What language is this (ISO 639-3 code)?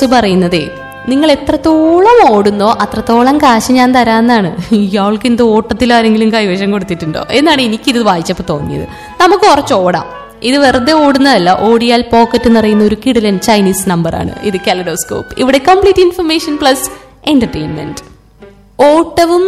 mal